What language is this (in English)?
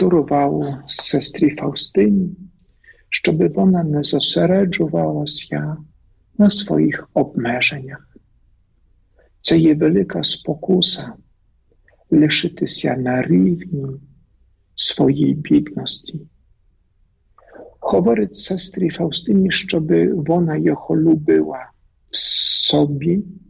Ukrainian